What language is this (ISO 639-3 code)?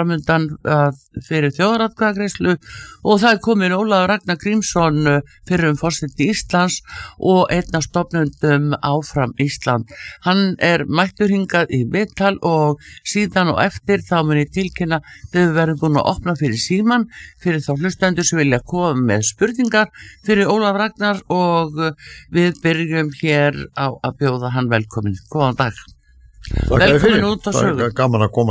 isl